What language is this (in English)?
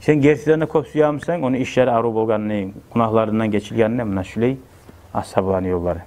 Kumyk